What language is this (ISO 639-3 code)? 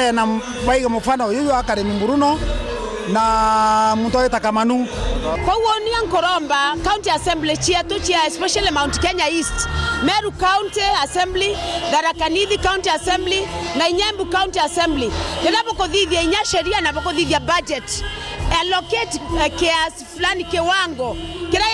mer